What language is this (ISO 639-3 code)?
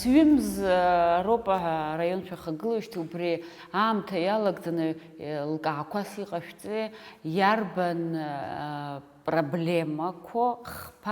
abk